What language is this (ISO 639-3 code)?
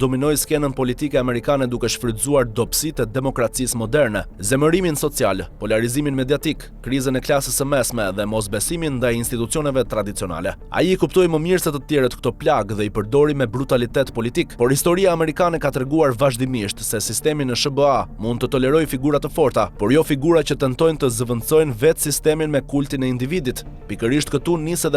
sqi